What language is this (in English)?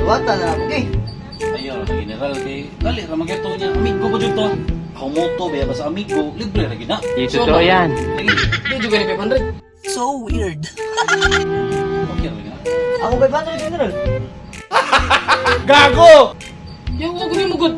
Cebuano